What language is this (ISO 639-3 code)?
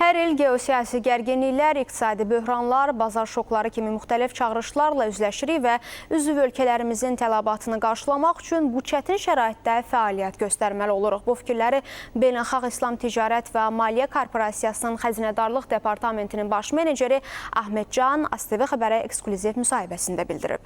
aze